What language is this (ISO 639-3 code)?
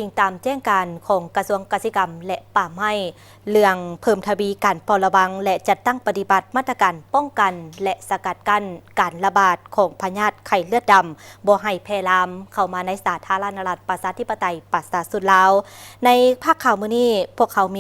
lao